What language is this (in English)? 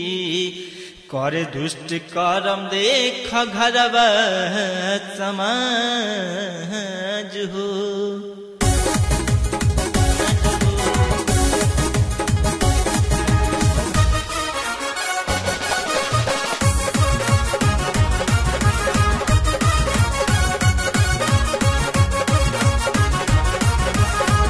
Bhojpuri